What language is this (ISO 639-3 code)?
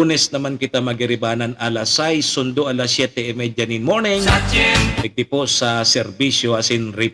bik